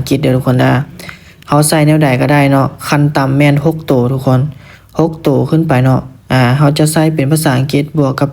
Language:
Lao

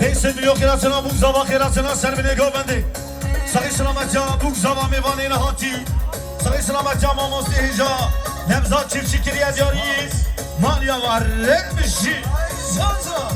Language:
Kurdish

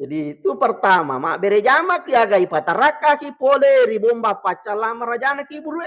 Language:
Buginese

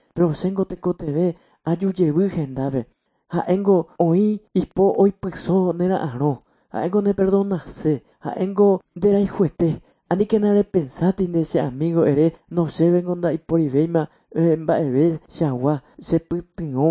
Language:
Guarani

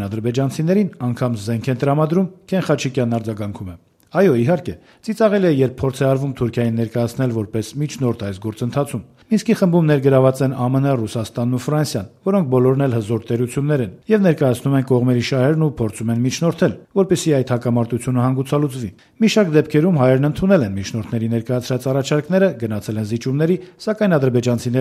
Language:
Armenian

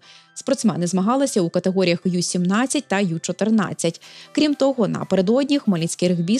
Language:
Ukrainian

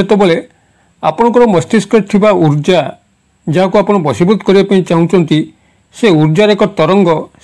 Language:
Odia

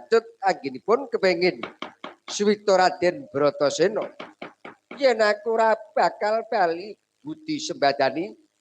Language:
Javanese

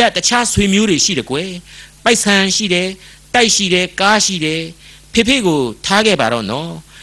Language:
Burmese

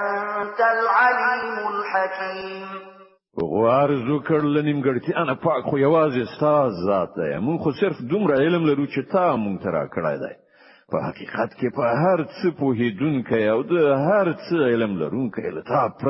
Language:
Pashto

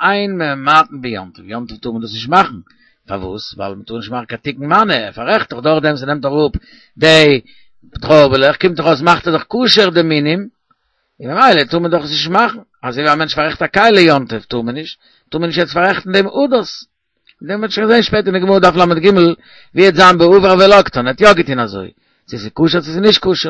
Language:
Yiddish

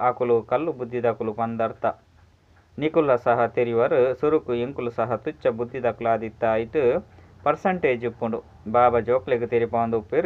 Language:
Tulu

